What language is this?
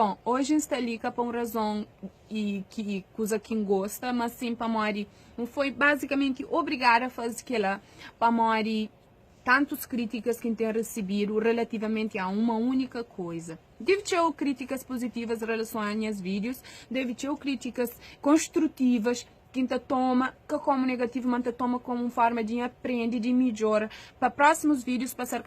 Kabuverdianu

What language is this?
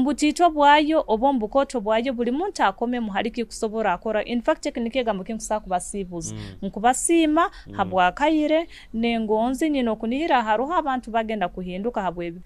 Nyoro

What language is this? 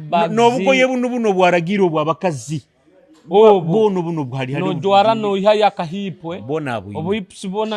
Nyoro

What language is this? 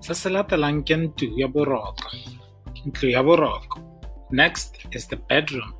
Tswana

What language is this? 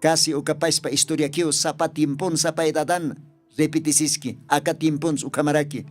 Aymara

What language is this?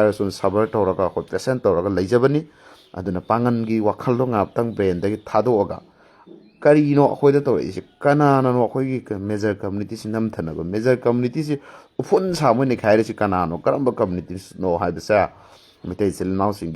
Manipuri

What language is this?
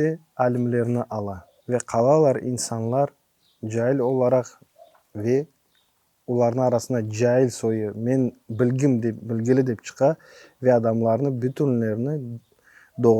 Crimean Tatar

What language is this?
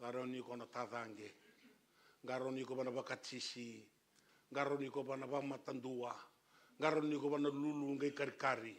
Fijian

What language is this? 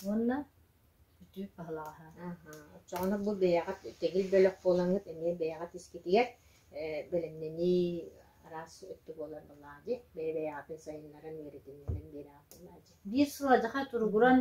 Yakut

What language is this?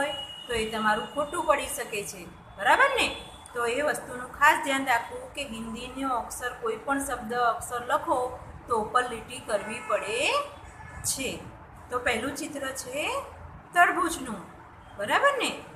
Gujarati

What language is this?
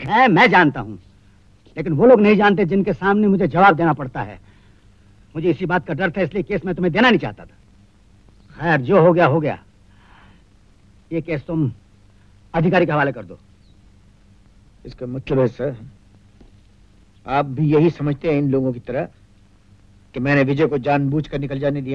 Hindi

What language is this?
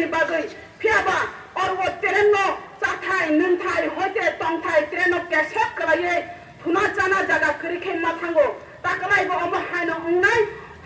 Riang (India)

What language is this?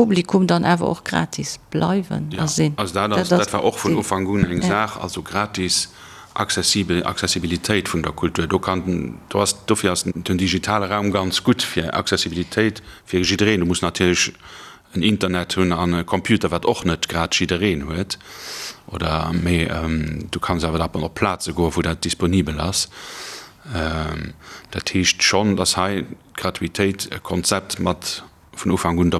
Luxembourgish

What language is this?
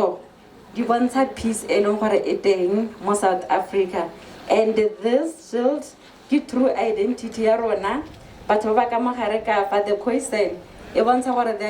Tswana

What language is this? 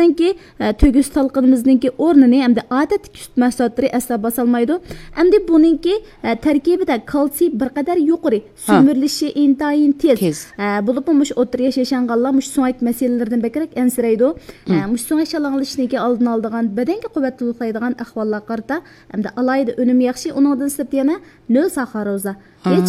Uyghur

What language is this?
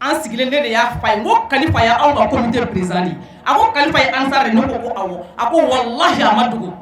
Bambara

